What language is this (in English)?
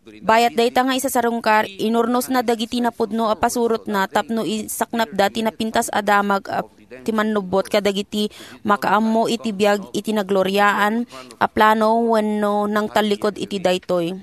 Iloko